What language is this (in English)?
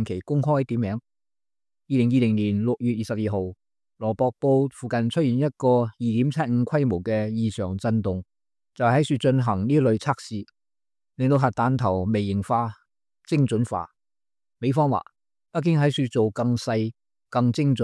Cantonese